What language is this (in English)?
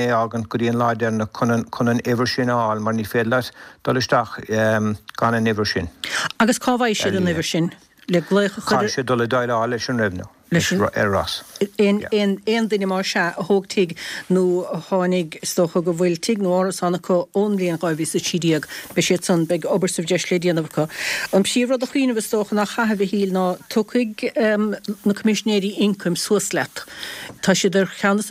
Irish